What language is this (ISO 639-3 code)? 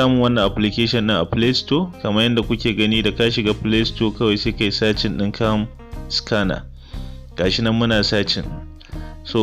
hau